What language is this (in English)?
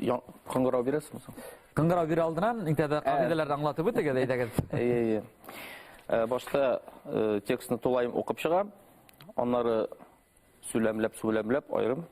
Bashkir